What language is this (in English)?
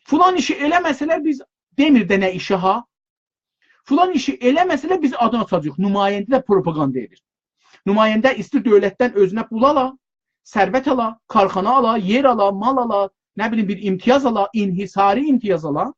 South Azerbaijani